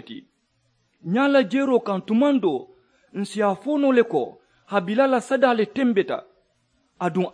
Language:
Mandingo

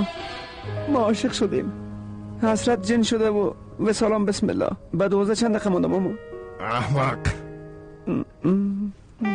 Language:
Persian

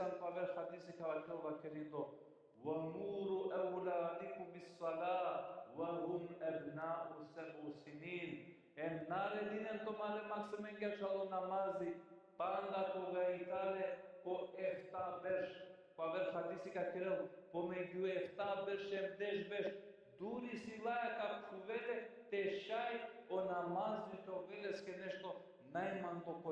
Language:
Balkan Romani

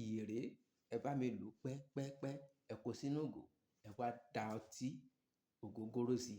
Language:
Yoruba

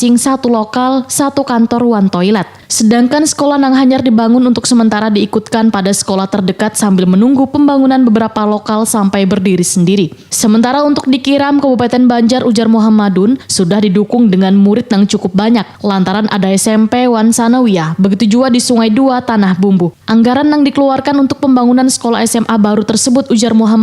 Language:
Banjar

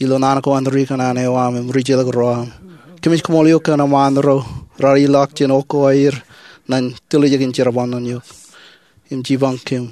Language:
Marshallese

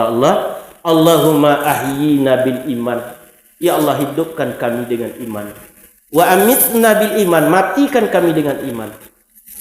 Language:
Minangkabau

